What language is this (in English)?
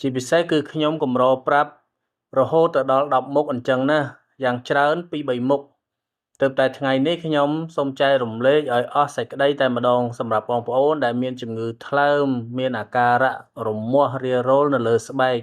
Khmer